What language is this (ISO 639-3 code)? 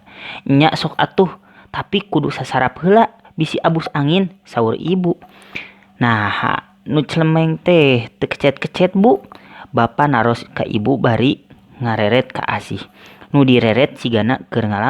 sun